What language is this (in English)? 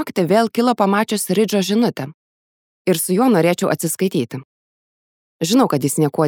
Lithuanian